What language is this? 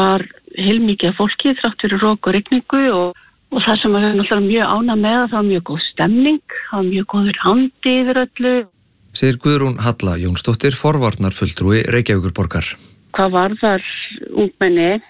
Icelandic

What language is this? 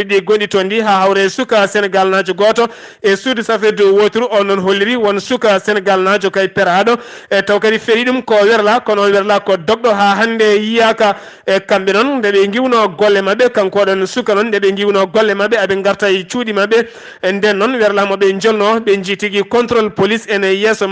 Fula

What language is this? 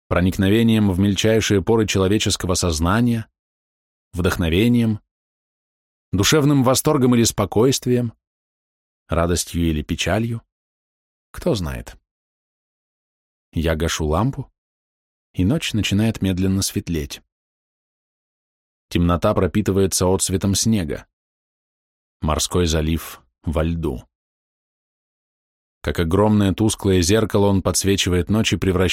Russian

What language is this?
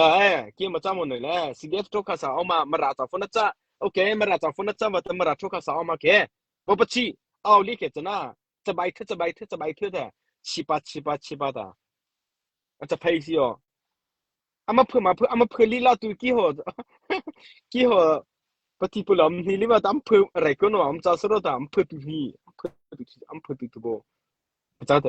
Mara Chin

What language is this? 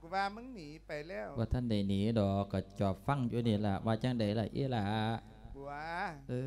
Lao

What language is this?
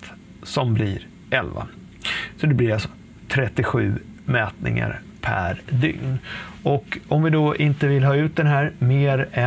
Swedish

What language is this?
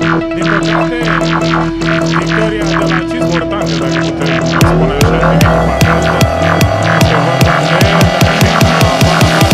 Romanian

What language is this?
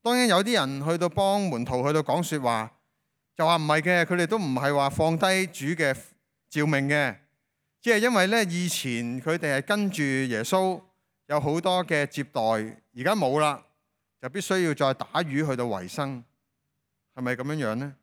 Cantonese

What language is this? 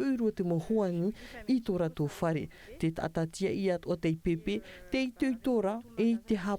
Tahitian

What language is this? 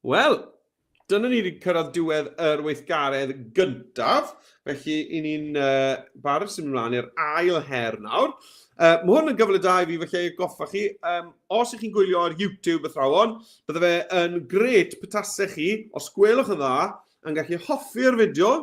Welsh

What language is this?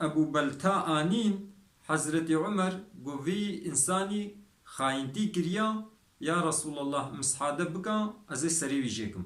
Kurdish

